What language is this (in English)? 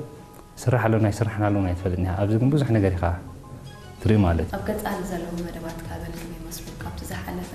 Tigrinya